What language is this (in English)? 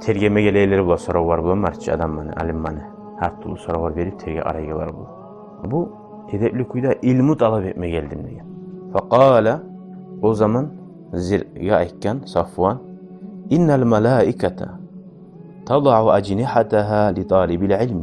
Kumyk